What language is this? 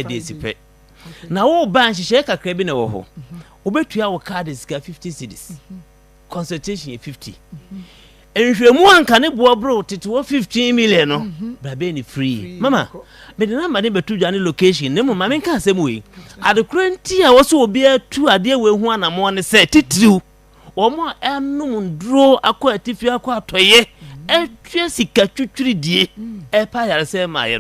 Akan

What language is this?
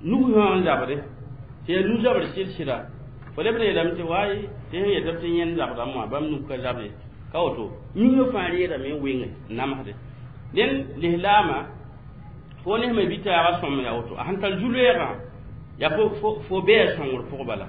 Mossi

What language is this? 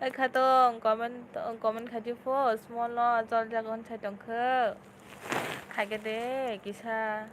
Kok Borok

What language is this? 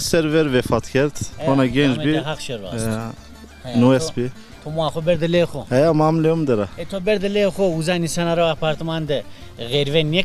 Zaza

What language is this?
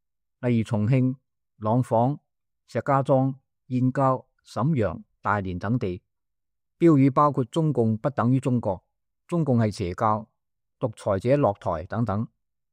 Cantonese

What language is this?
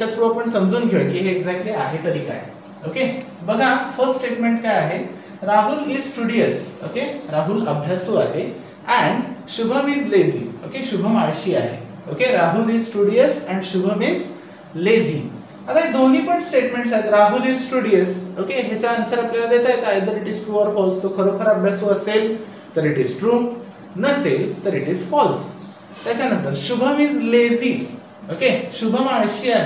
Marathi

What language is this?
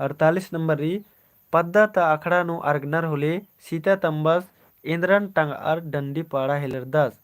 Kurukh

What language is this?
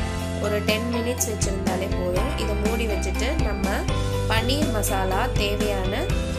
Tamil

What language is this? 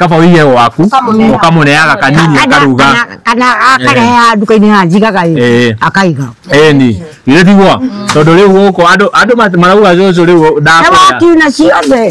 Kikuyu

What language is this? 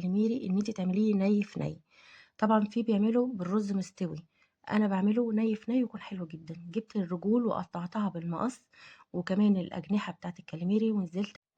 Egyptian Arabic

